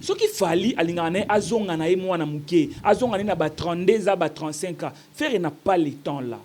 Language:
Lingala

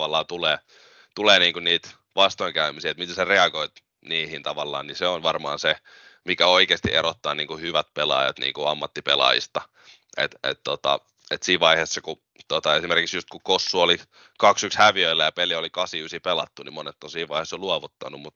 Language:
Finnish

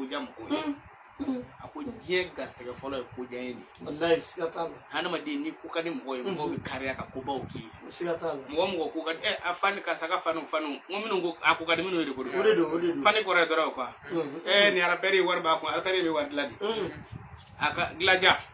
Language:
Bambara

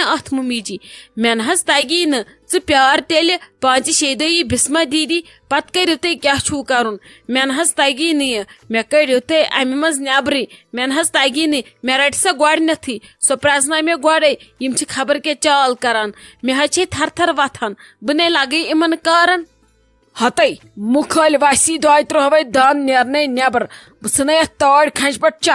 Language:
Kashmiri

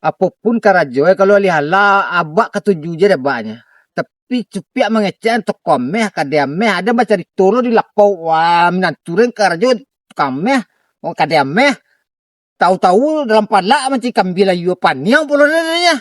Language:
Minangkabau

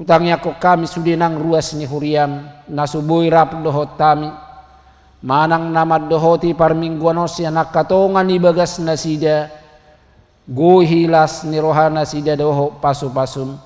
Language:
Batak Toba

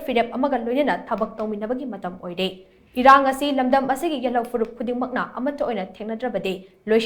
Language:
Manipuri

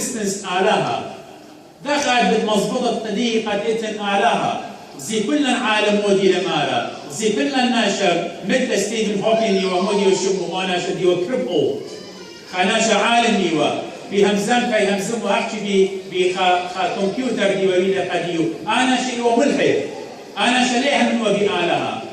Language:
Assyrian Neo-Aramaic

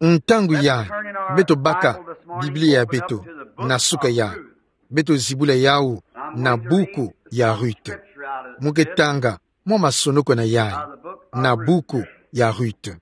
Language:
Kituba (Democratic Republic of Congo)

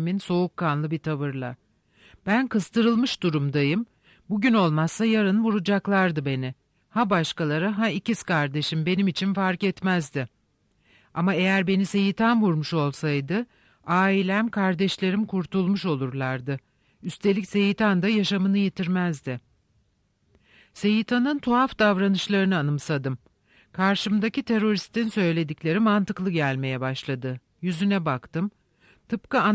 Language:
Turkish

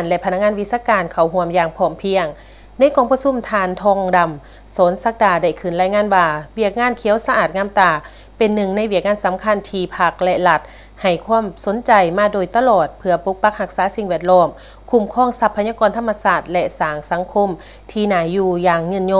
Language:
Lao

